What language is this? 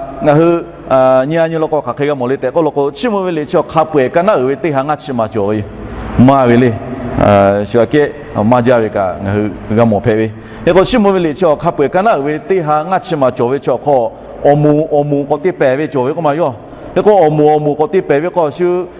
Lahu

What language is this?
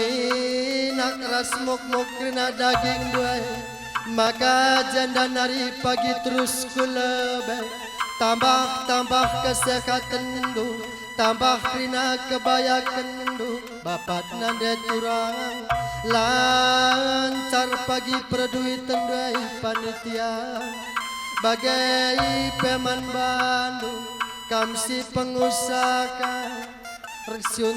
Batak Karo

